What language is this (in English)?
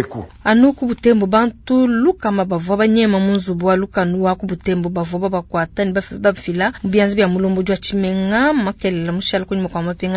Luba-Lulua